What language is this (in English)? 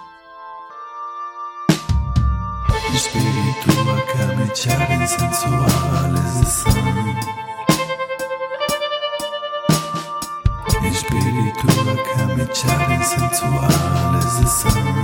Basque